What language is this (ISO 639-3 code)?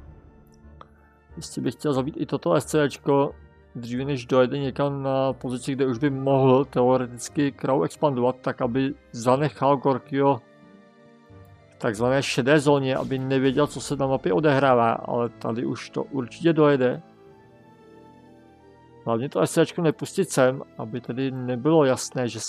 ces